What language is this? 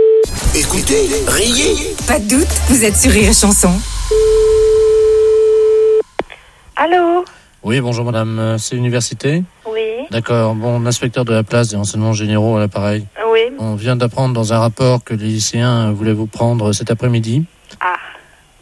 French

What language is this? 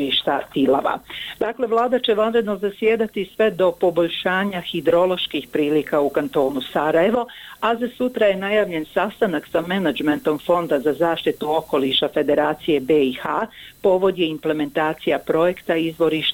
Bosnian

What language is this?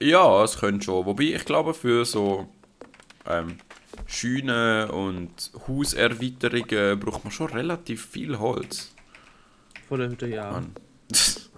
Swiss German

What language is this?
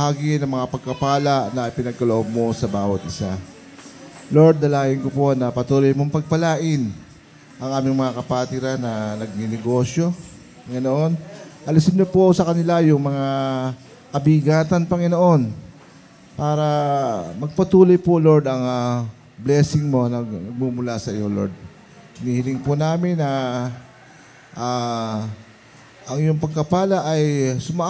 Filipino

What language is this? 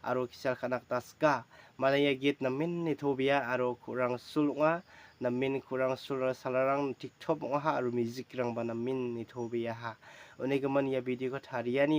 Garo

